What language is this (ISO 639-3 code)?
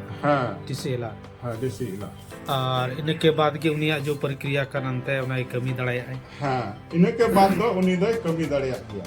sat